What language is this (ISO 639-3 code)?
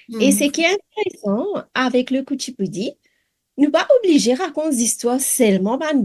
mfe